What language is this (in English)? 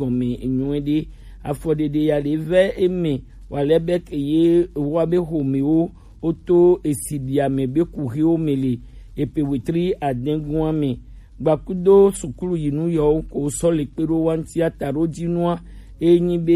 Gen